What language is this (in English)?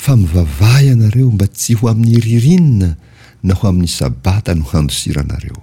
Malagasy